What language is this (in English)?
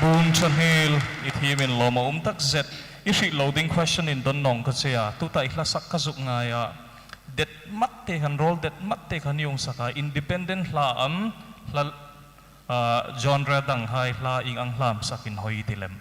Hmar